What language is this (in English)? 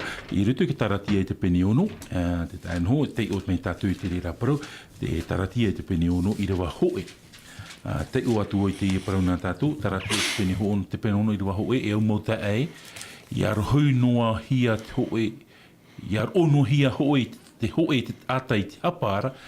Tahitian